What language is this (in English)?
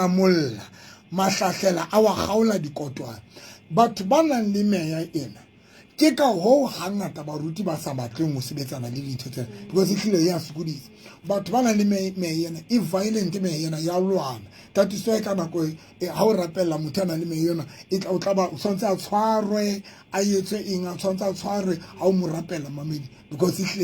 Southern Sotho